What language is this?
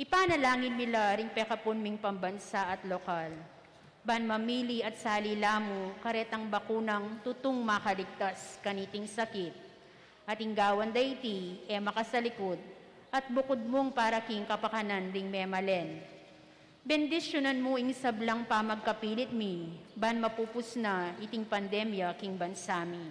Pampanga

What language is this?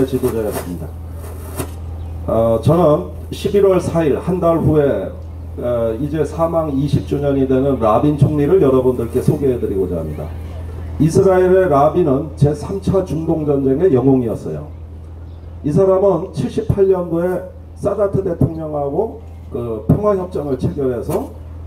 Korean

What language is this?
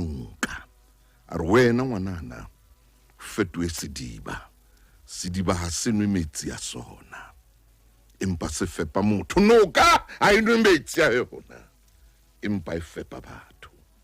Southern Sotho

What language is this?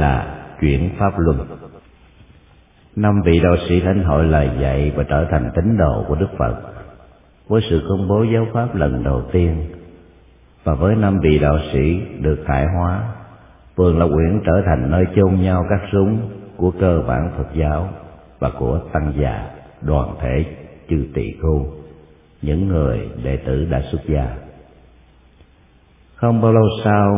Vietnamese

